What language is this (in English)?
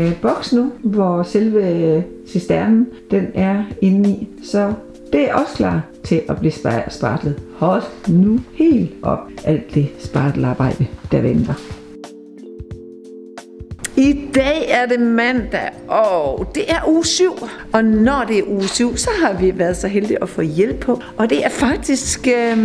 Danish